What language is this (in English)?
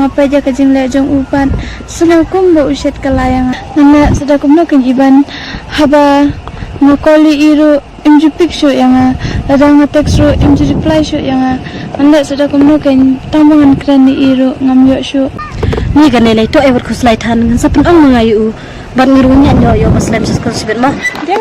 Khasi